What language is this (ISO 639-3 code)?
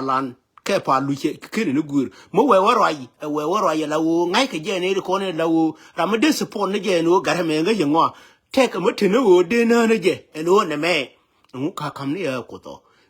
nus